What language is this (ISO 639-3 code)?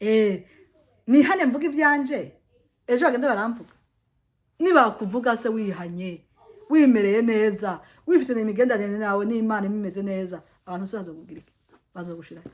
run